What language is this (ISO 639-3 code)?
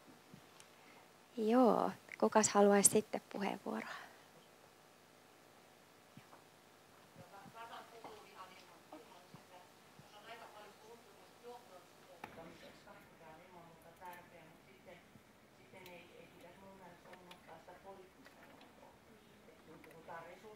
fin